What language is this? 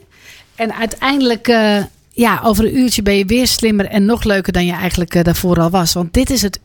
Dutch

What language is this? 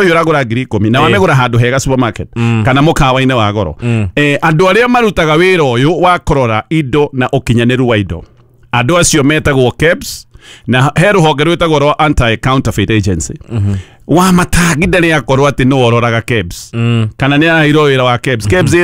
Kikuyu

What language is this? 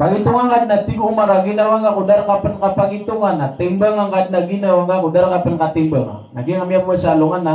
Maranao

